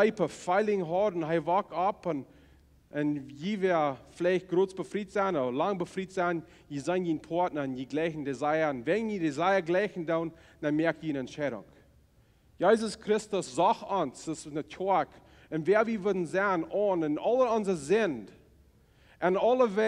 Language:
Plautdietsch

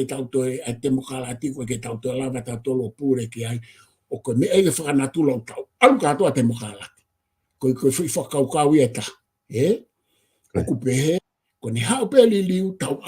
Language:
Tongan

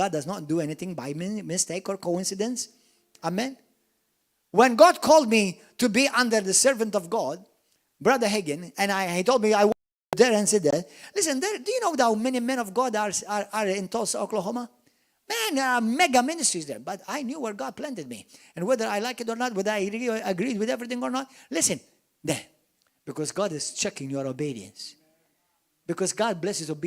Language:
English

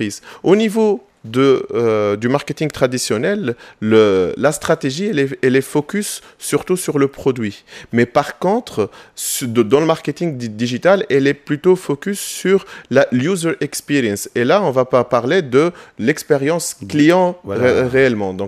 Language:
French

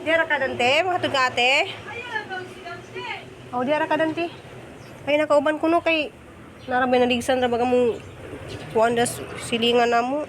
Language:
Cebuano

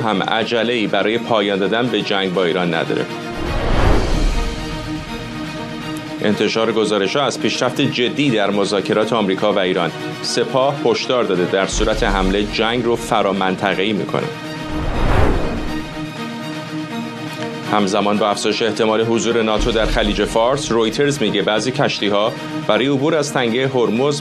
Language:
Persian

